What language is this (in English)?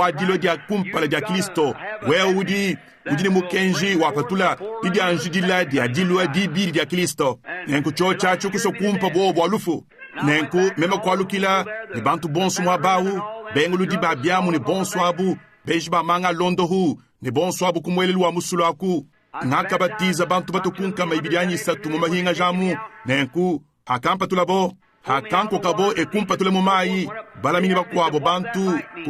Luba-Lulua